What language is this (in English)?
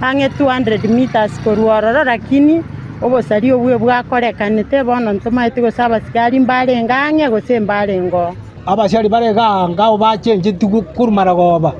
Gusii